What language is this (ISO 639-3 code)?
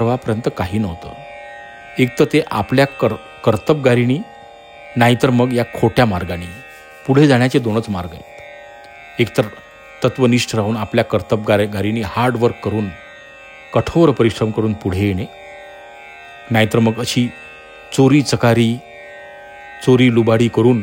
mar